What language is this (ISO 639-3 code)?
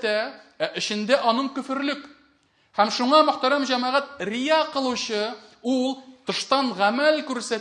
tat